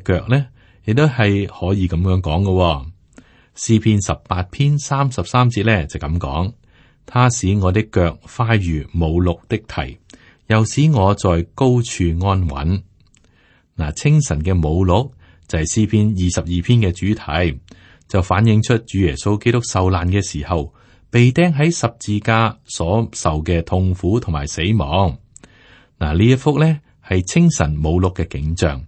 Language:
Cantonese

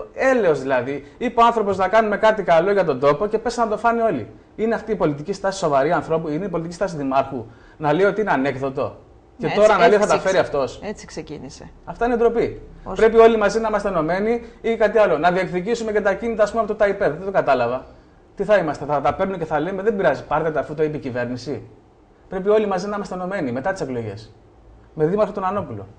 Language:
Greek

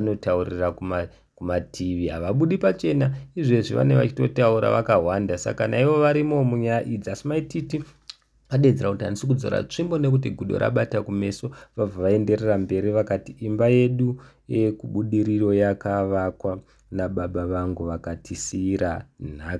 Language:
Shona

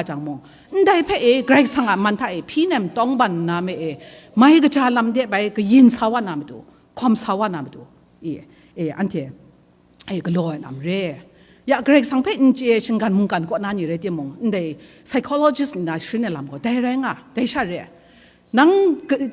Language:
Kachin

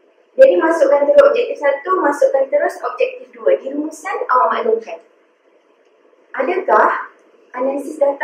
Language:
Malay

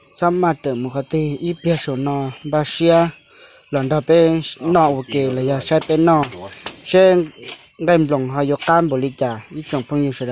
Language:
Hmong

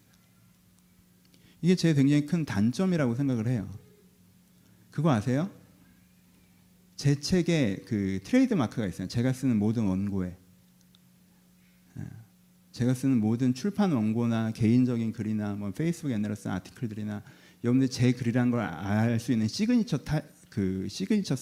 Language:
Korean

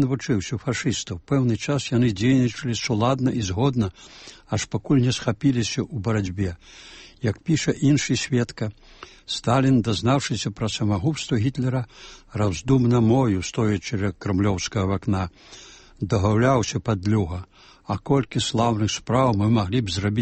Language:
Belarusian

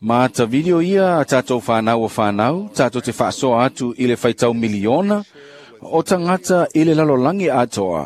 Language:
Samoan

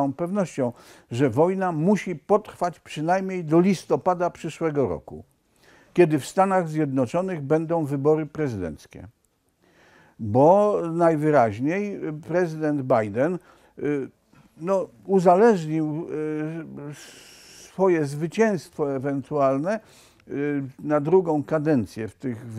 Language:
Polish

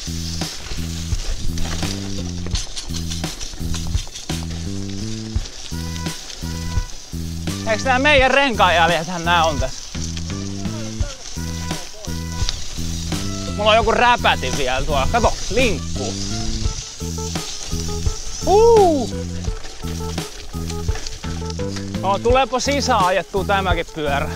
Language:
Finnish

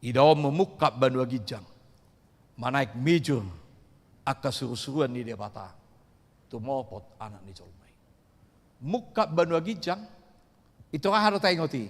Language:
Batak Toba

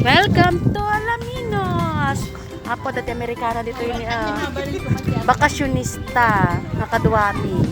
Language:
Iloko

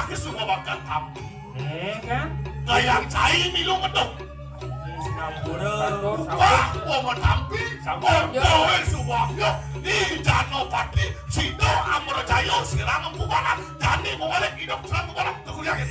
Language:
Balinese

